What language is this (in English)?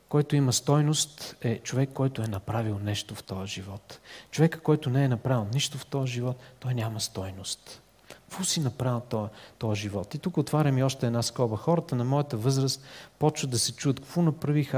Bulgarian